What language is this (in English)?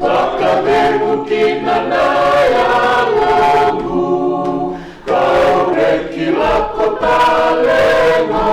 Fijian